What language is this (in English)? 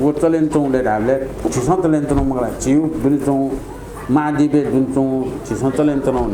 Newari